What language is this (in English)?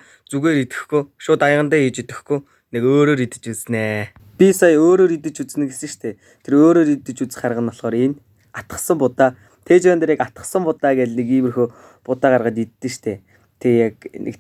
Mongolian